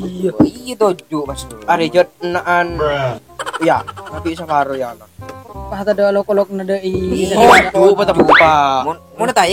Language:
Madurese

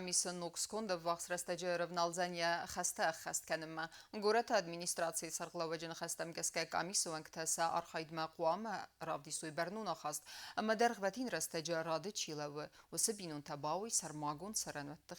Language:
Ossetic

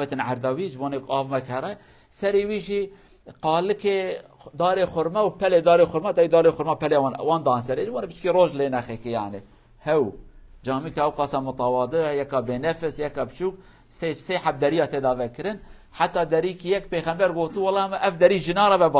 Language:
Kurdish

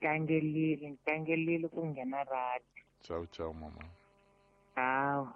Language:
Tsonga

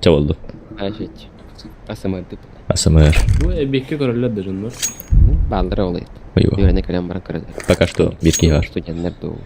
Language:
Yakut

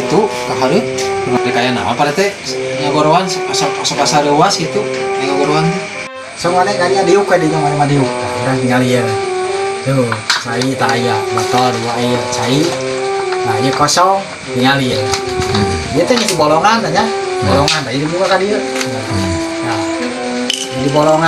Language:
Sundanese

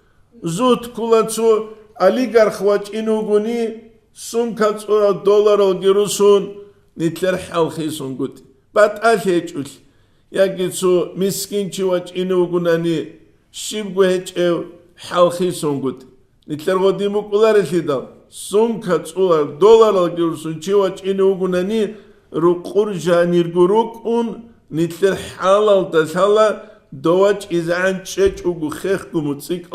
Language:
Avaric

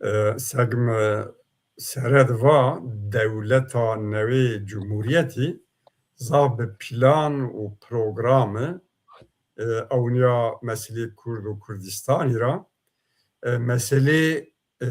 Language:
Zaza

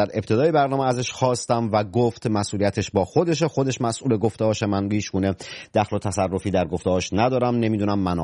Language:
Persian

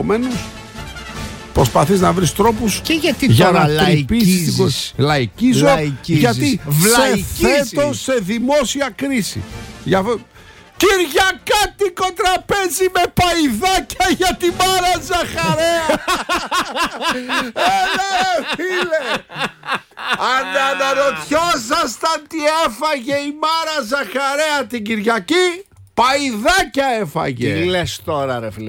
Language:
Greek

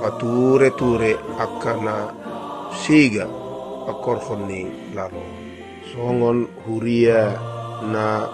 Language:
Batak Toba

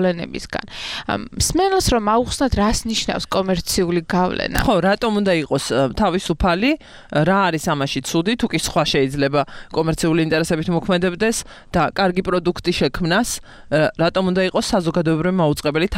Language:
Georgian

